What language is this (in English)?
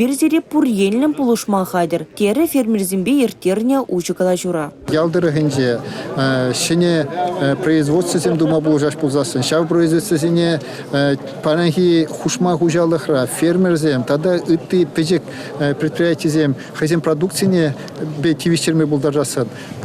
Chuvash